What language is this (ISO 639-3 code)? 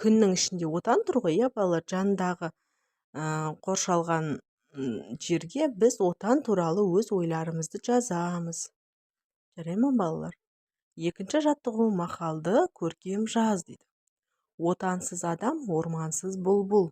kaz